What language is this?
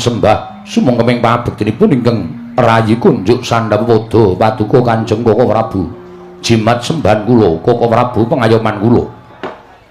Javanese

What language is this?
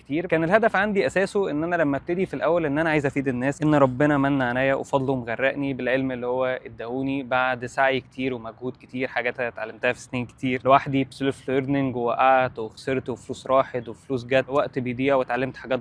Egyptian Arabic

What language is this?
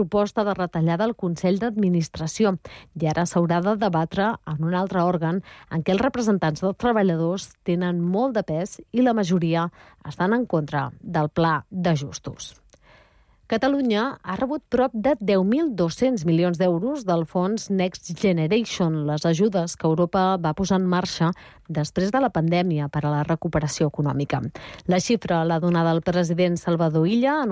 Catalan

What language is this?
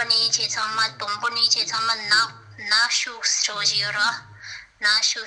Tibetan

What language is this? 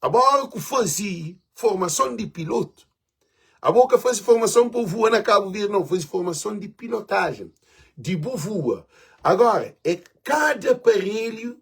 Kabuverdianu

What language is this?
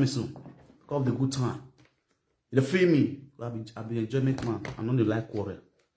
Nigerian Pidgin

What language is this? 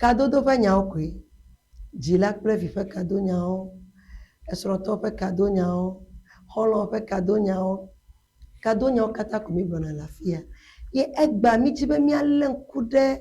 Ewe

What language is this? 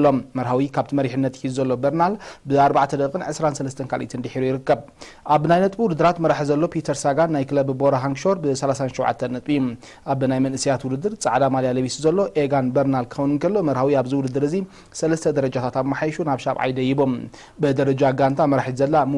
Tigrinya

